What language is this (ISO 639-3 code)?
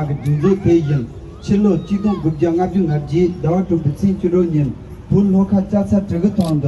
bod